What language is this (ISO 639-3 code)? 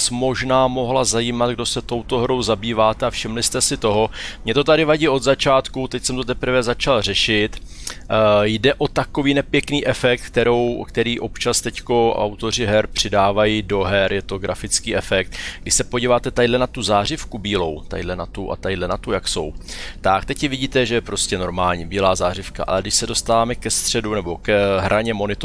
ces